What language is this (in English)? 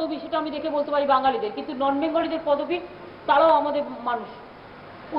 Bangla